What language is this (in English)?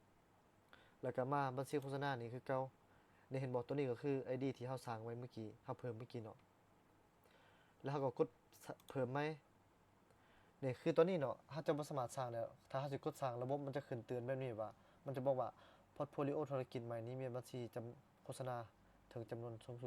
Lao